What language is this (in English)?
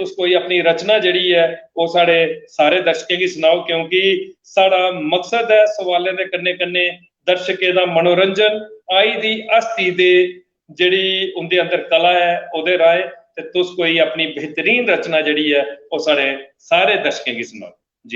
Dogri